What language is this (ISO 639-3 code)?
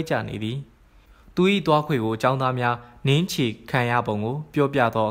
mya